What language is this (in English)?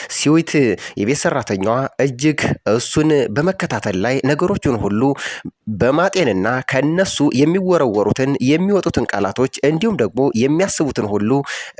Amharic